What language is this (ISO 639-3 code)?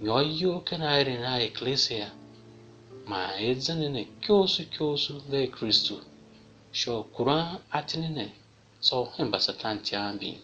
tiv